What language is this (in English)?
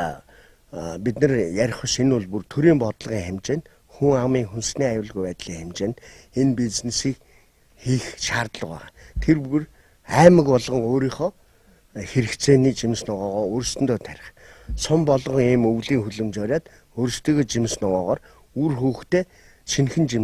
Mongolian